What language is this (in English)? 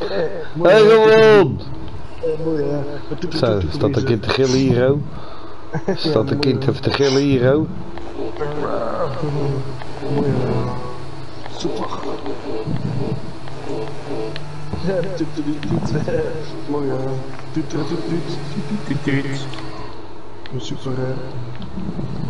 Dutch